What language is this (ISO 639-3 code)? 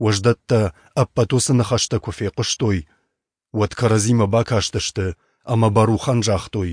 oss